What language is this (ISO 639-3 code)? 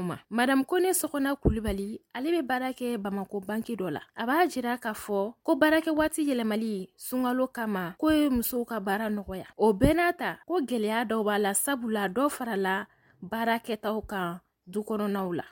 bam